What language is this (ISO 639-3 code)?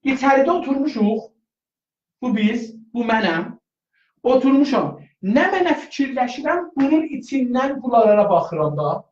azb